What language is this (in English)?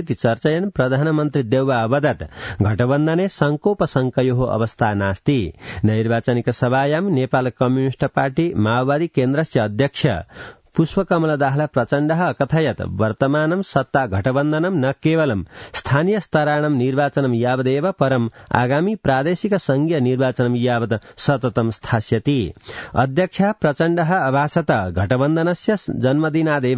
Sanskrit